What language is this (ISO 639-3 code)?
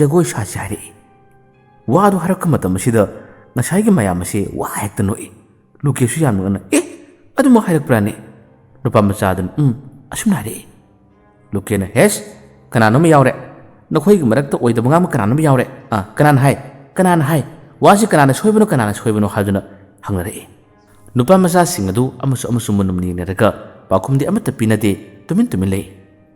mni